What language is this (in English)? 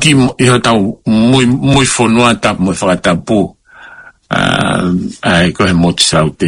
Tongan